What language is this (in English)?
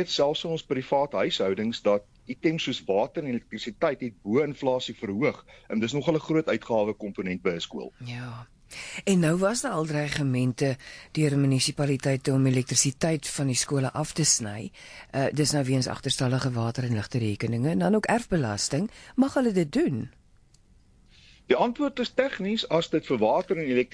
Afrikaans